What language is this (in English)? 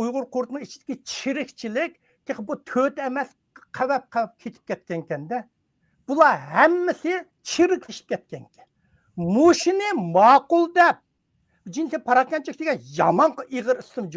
Uyghur